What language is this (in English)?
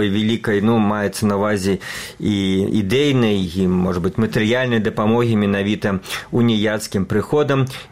Belarusian